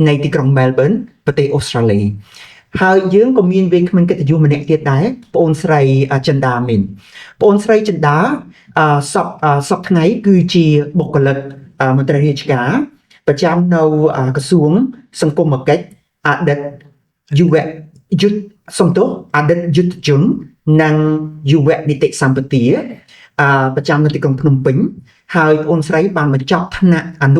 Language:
Khmer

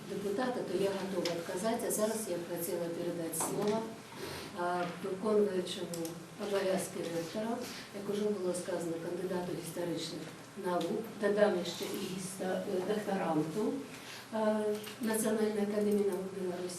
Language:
Belarusian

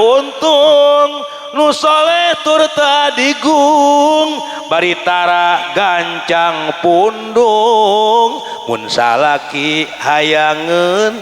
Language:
Sundanese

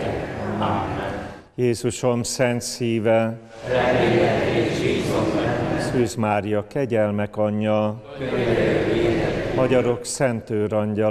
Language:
Hungarian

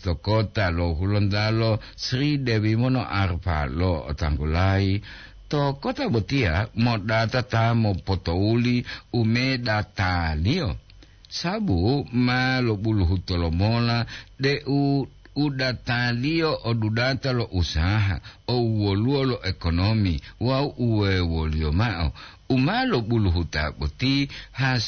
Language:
Gorontalo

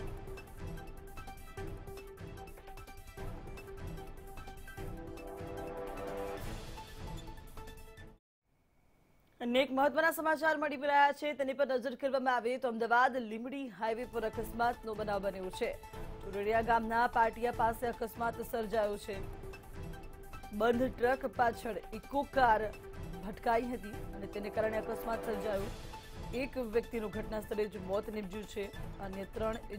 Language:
Gujarati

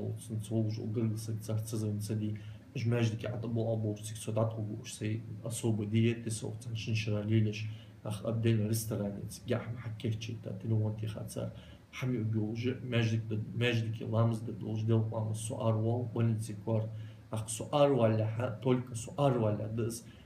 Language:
Ingush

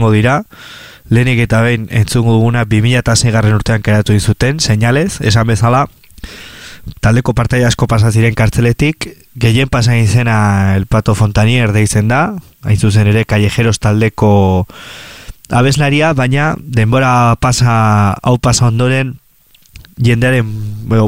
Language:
Basque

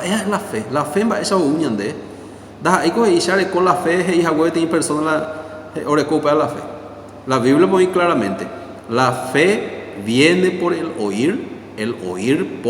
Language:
Guarani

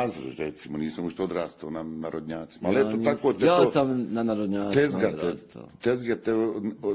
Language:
Bosnian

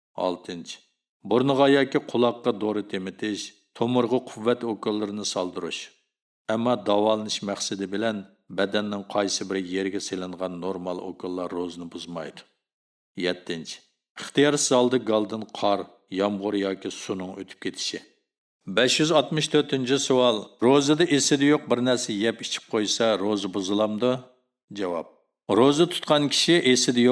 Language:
Uyghur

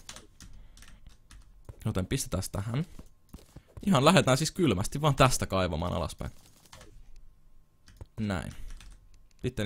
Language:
Finnish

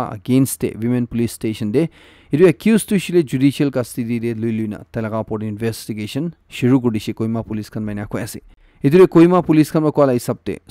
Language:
Naga Pidgin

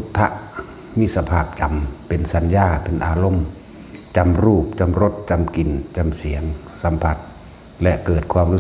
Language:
Northeastern Thai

